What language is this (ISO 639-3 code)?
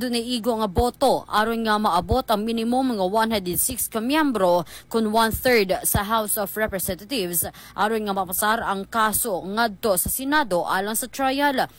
ceb